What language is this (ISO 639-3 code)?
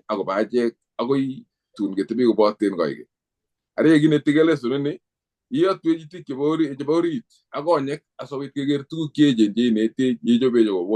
kln